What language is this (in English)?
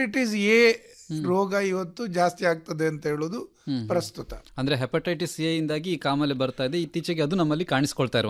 Kannada